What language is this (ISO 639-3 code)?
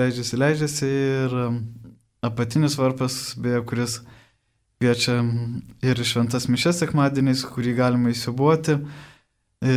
lit